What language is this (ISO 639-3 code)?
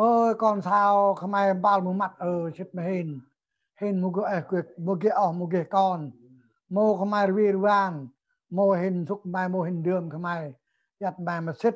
cmo